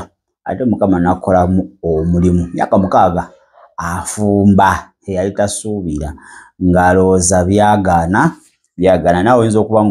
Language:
Ganda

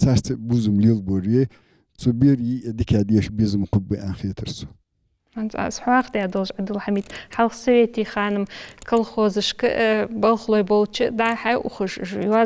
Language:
Ingush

